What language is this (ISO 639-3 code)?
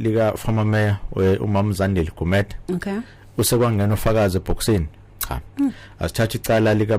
zul